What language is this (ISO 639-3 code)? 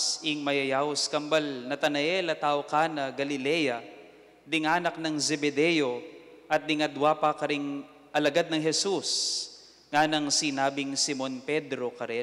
pam